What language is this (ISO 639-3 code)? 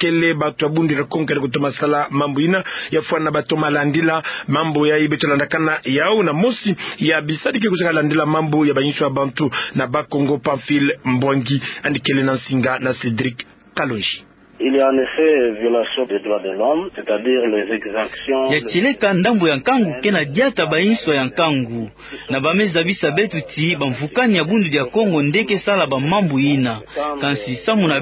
ktu